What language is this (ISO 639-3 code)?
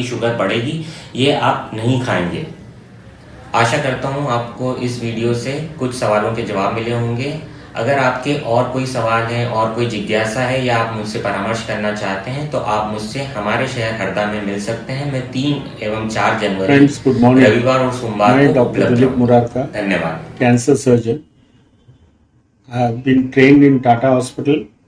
hin